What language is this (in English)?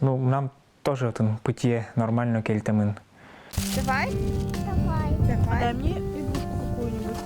Udmurt